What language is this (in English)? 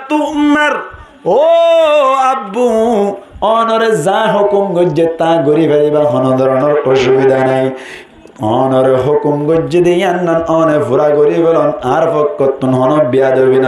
Rohingya